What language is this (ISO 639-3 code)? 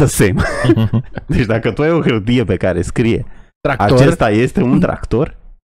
ron